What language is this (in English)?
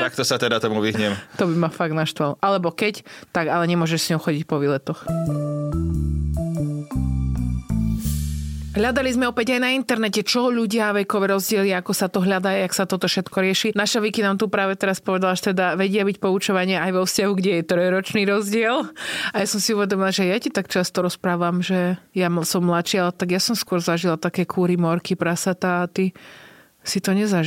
Slovak